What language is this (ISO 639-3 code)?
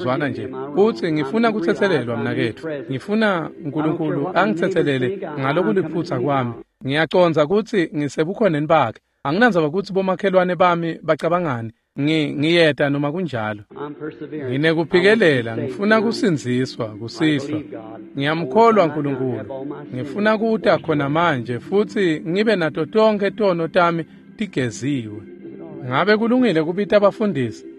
ssw